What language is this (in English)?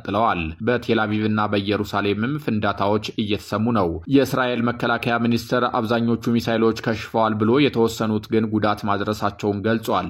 Amharic